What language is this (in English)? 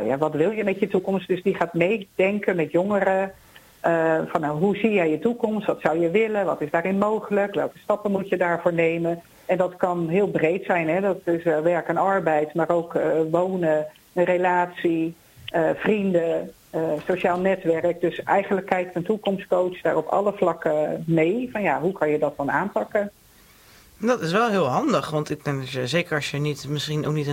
Dutch